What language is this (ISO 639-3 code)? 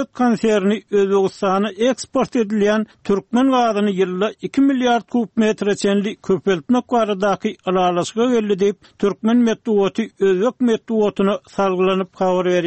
tuk